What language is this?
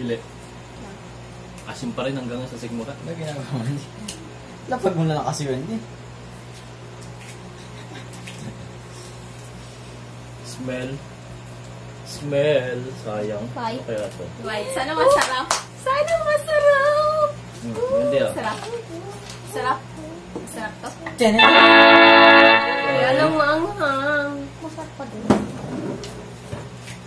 Filipino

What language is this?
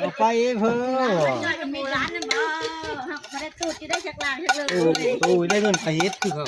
Northeastern Thai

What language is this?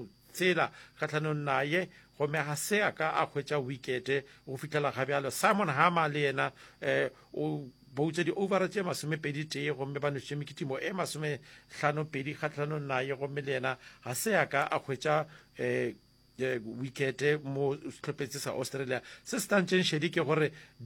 Northern Sotho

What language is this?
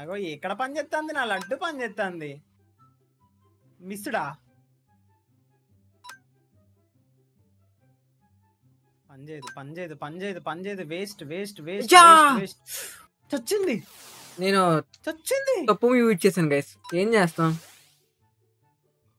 Telugu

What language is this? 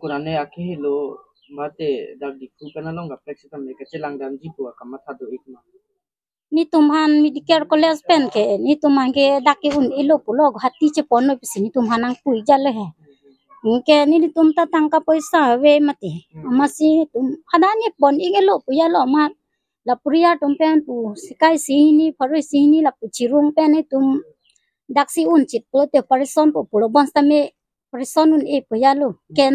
Karbi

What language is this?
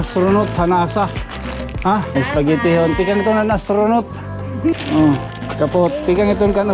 Waray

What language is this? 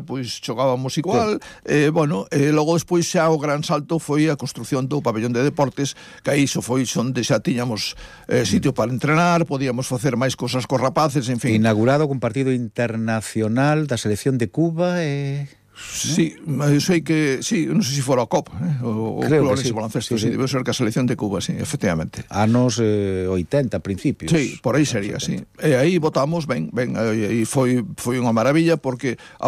Galician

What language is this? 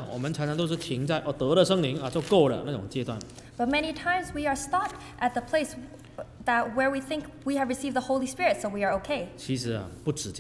Chinese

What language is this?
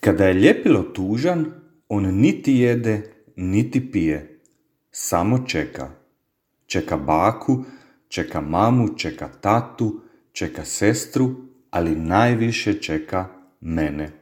Serbian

